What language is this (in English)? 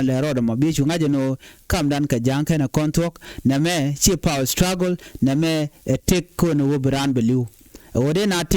Nuer